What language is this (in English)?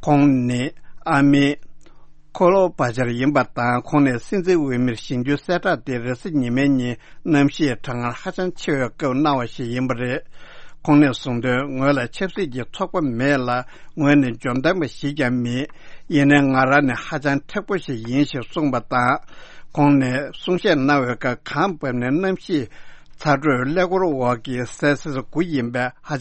Tibetan